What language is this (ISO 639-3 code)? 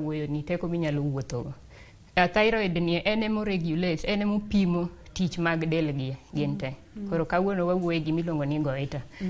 luo